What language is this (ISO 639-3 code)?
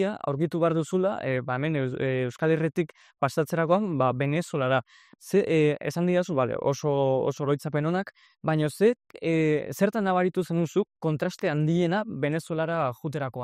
eus